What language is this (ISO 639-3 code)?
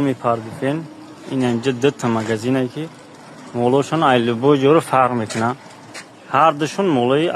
tgk